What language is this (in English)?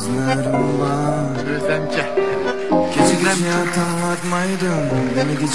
Uyghur